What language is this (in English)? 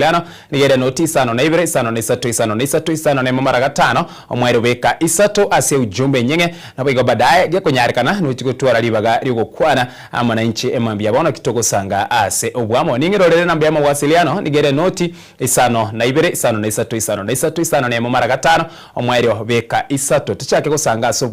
Gusii